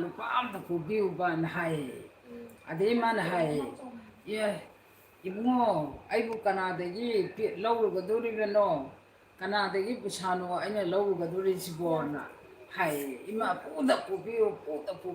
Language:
Manipuri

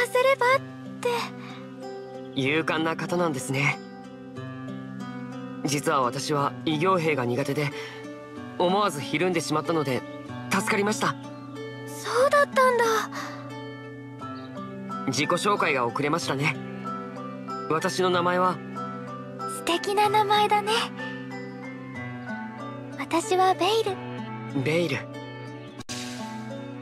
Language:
Japanese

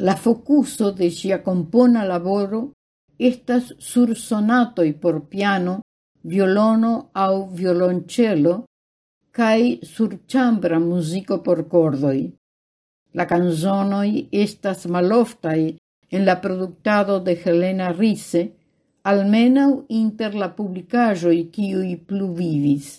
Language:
Esperanto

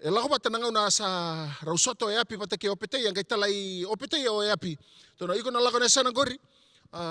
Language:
Fijian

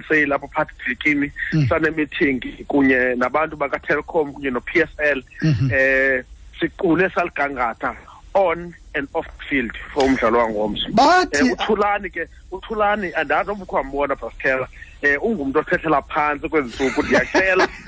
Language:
Xhosa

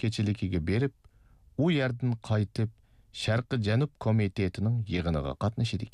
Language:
Uyghur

